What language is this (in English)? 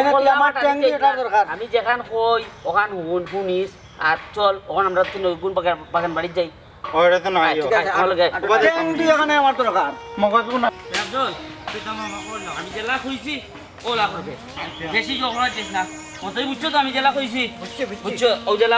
Sylheti